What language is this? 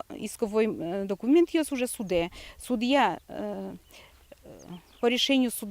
Udmurt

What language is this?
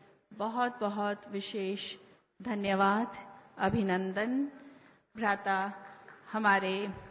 Hindi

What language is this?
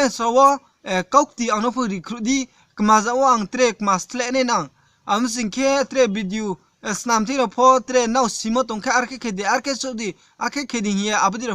Riang (India)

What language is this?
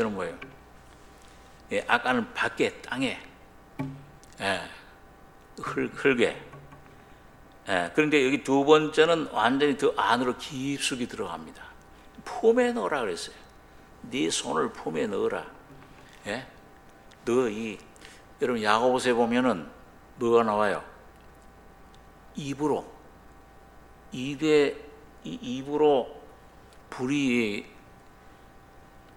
Korean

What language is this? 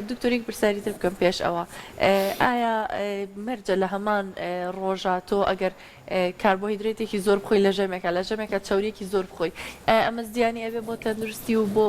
Central Kurdish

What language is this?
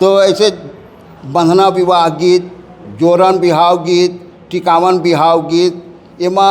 Chhattisgarhi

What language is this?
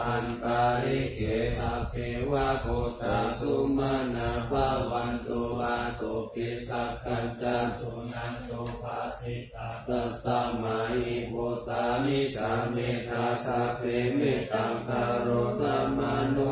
Pali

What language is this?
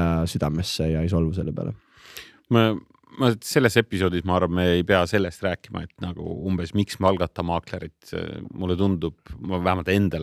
Estonian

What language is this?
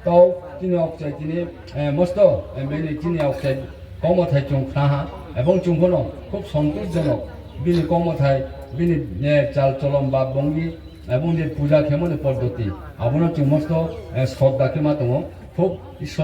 Riang (India)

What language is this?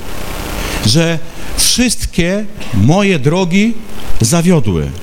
Polish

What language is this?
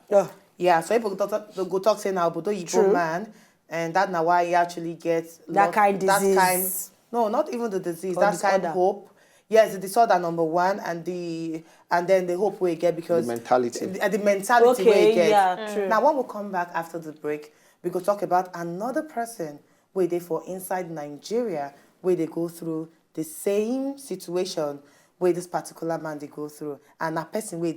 Nigerian Pidgin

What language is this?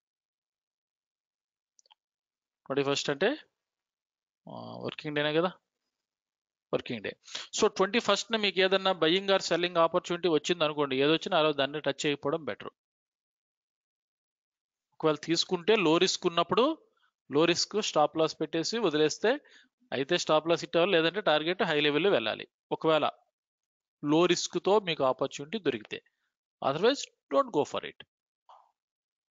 Telugu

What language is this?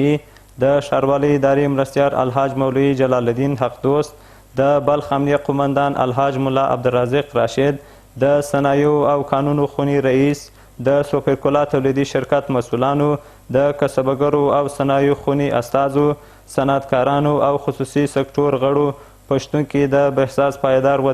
Pashto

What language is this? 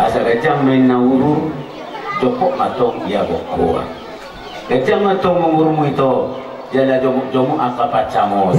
Batak Toba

